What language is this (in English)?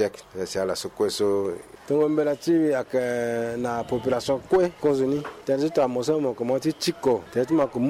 Sango